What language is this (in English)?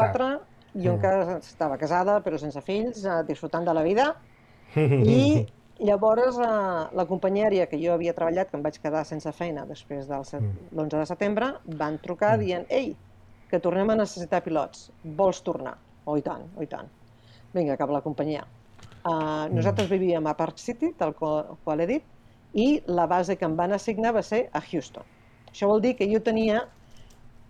Catalan